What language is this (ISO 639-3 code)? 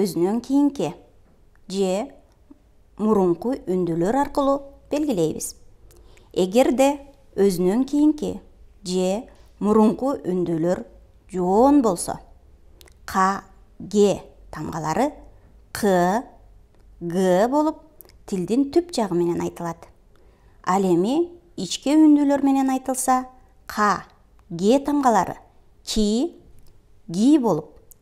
kir